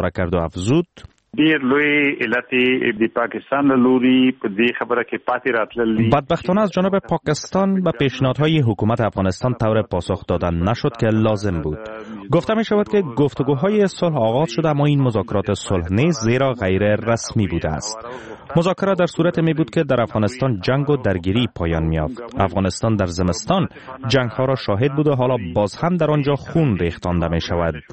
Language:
Persian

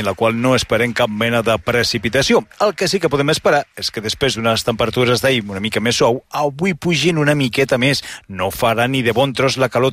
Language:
Catalan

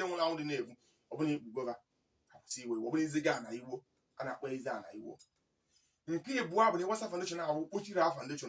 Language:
Igbo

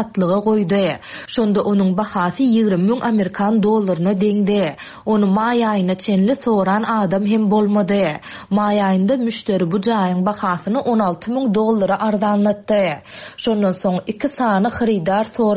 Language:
Turkmen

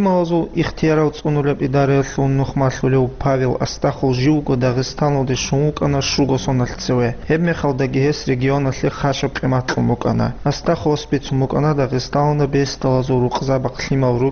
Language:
Avaric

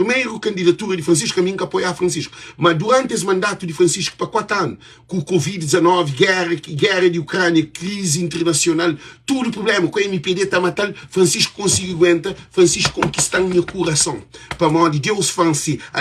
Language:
Kabuverdianu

